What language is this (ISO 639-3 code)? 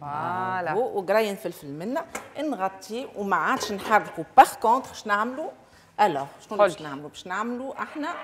aeb